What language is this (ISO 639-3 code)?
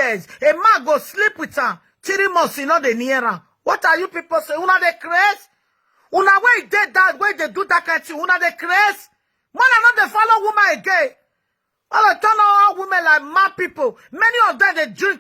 pcm